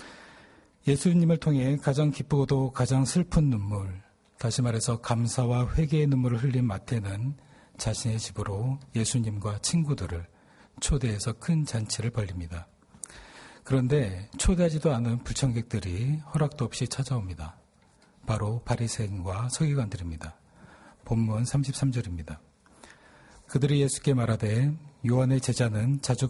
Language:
Korean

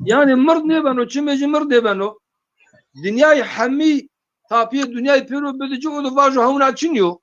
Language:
Zaza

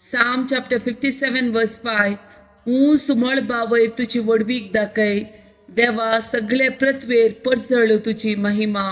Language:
Konkani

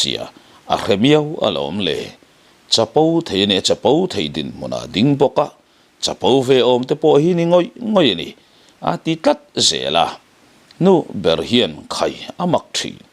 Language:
Mizo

